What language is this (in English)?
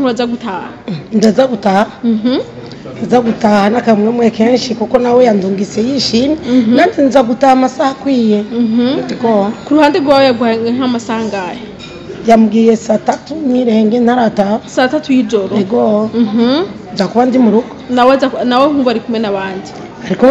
Rundi